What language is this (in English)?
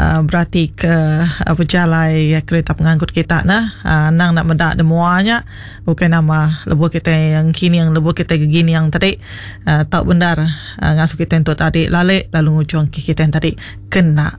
Iban